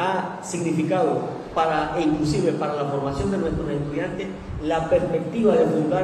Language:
Spanish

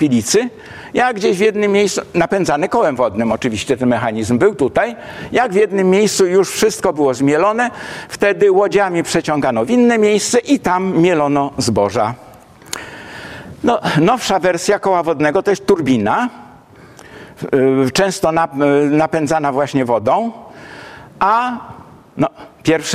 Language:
Polish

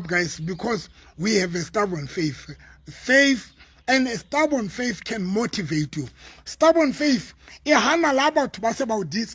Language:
Southern Sotho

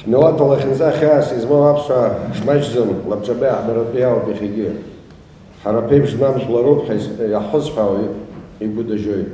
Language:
Abkhazian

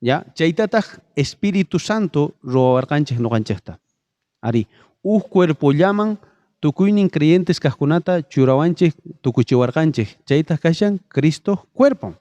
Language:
South Bolivian Quechua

